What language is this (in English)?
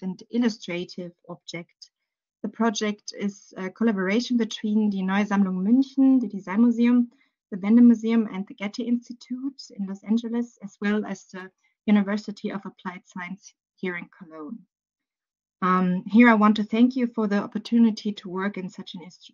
English